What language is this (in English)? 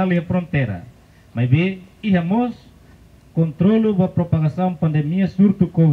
Tetum